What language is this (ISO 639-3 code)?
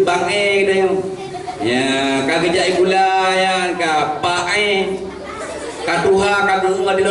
ace